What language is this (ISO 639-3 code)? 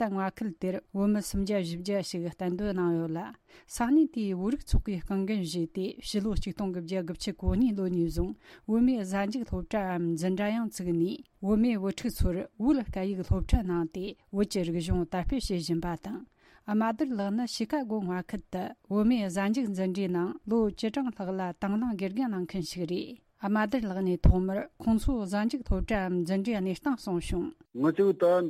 bod